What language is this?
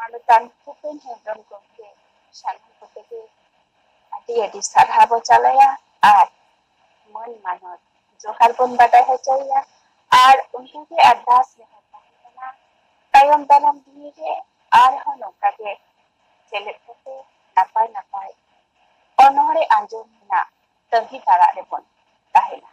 Santali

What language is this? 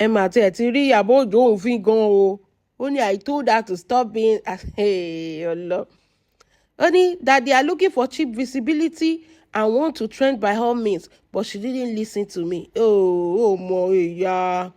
Yoruba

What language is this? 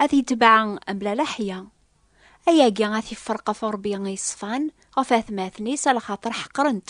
Kabyle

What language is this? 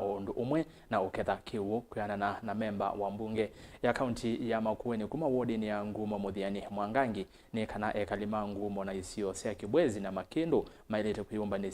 Kamba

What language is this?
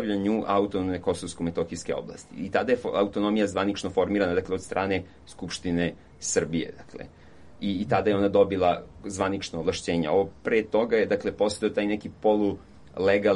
Serbian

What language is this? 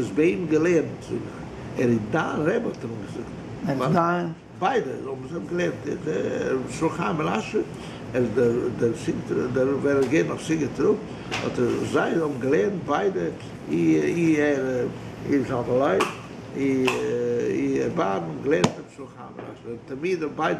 Yiddish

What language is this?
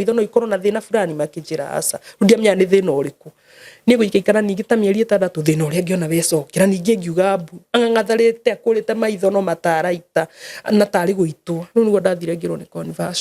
Kikuyu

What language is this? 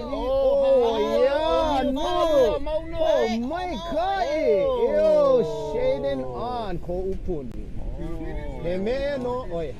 Hawaiian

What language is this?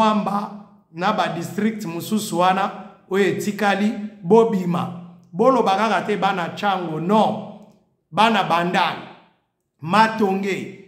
Lingala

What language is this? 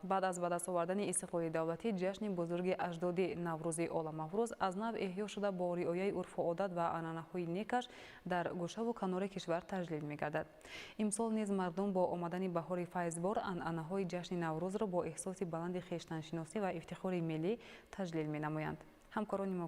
Tajik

